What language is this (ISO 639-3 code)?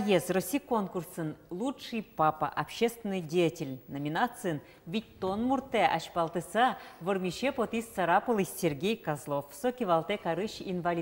udm